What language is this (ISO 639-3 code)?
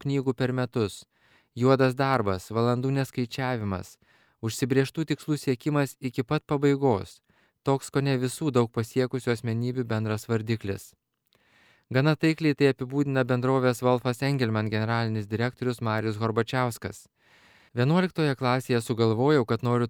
lit